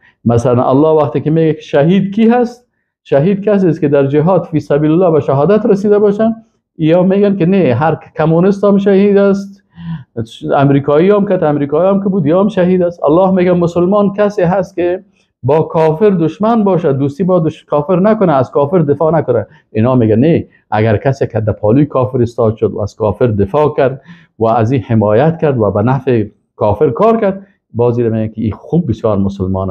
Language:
Persian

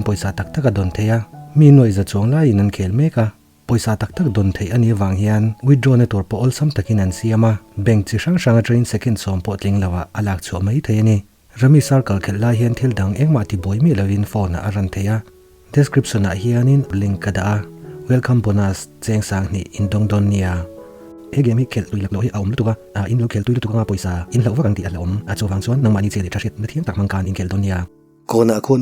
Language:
Mizo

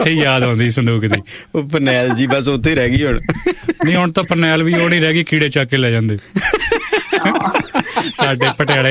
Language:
Punjabi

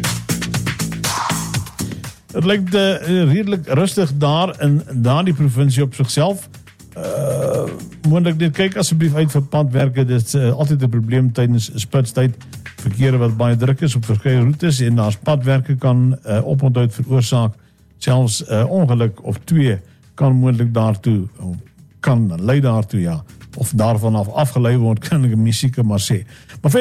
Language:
Afrikaans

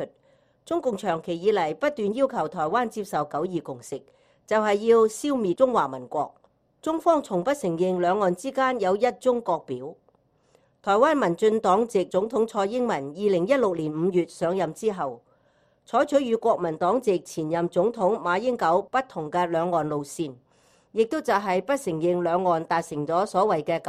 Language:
Cantonese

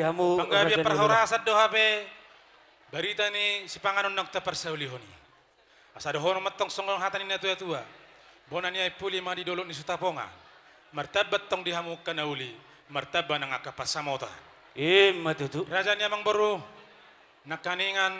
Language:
Batak Toba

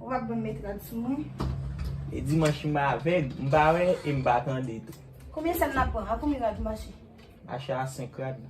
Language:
Haitian Creole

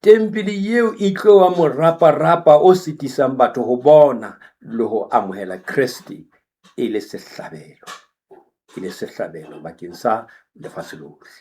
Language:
Southern Sotho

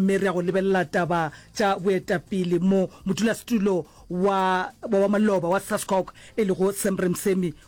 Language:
Northern Sotho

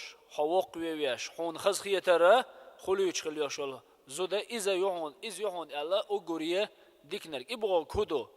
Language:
Chechen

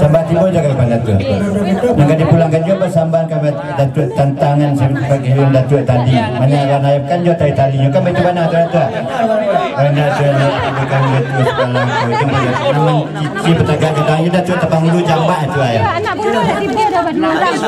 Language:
Minangkabau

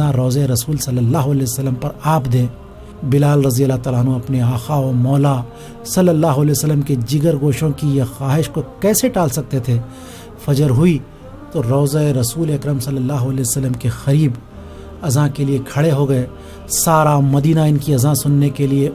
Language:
Urdu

